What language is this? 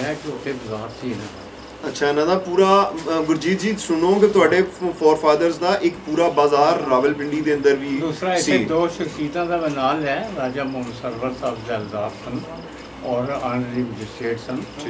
Punjabi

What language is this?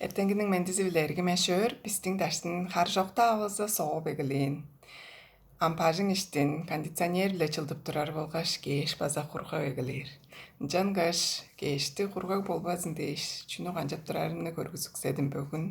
Tuvinian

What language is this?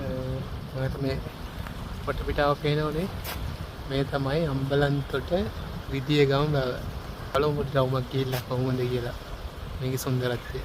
Sinhala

